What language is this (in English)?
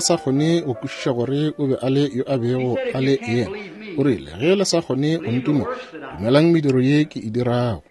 Northern Sotho